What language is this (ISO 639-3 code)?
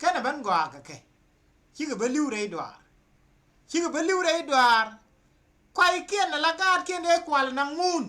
nus